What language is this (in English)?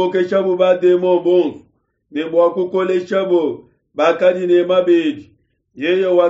Luba-Lulua